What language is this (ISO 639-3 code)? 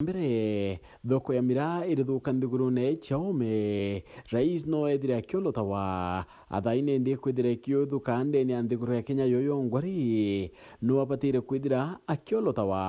mer